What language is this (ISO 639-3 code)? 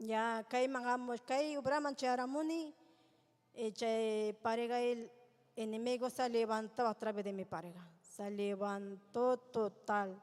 quy